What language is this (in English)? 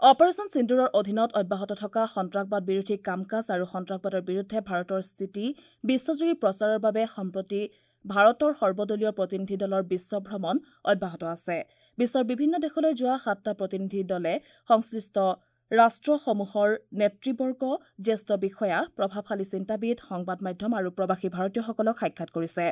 Assamese